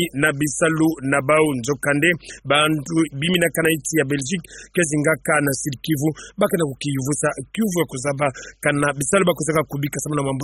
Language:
Kituba (Democratic Republic of Congo)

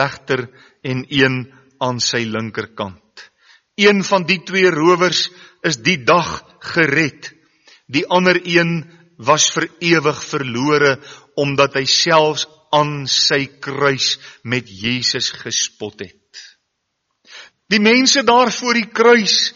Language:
Afrikaans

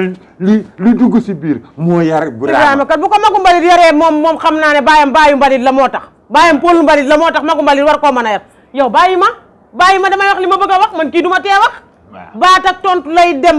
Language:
Wolof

